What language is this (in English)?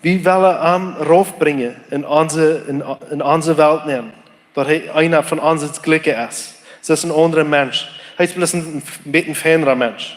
Plautdietsch